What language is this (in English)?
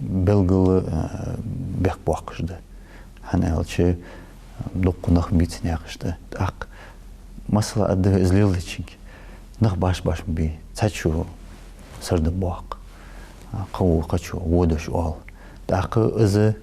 Ingush